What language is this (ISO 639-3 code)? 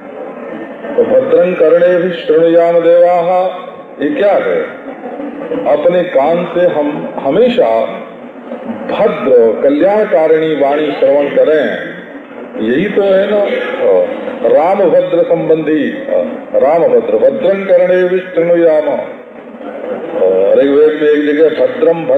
hin